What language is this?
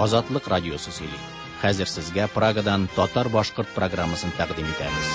Tatar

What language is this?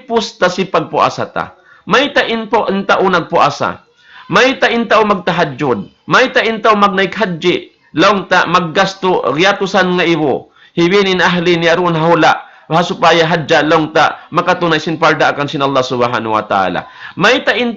Tausug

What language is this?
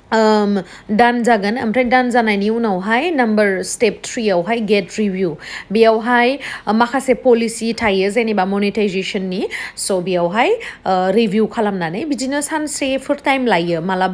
Bodo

